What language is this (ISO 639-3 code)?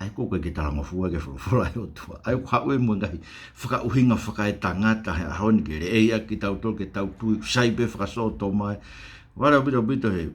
ton